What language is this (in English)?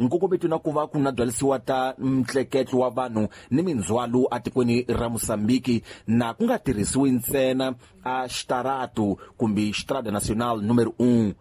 Tsonga